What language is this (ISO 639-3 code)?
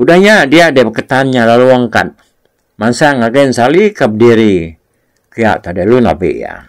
iba